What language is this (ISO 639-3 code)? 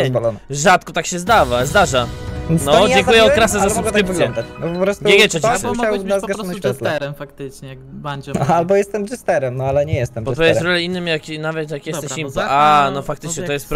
pol